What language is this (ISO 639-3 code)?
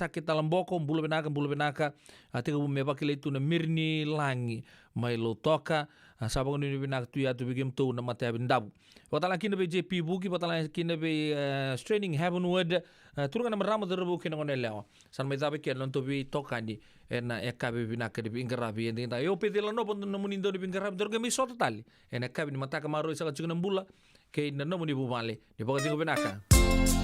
fij